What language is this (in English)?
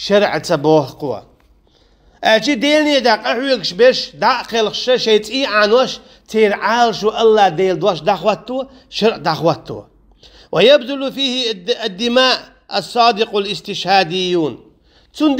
Chechen